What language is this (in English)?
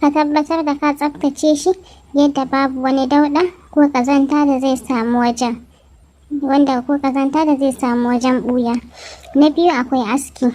Hausa